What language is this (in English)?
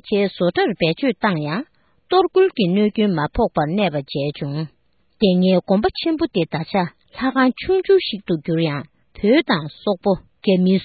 Tibetan